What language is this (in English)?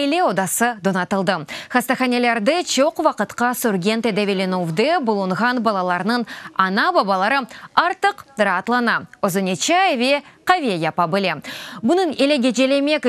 Crimean Tatar